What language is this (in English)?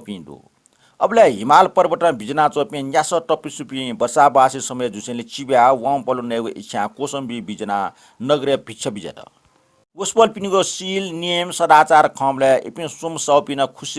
Newari